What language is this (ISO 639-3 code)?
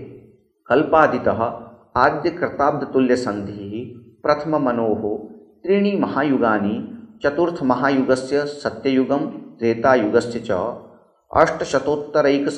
san